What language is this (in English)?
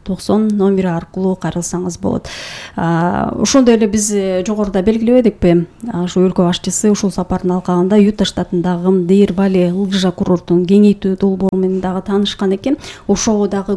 Kyrgyz